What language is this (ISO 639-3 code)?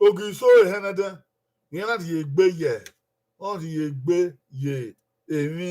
bin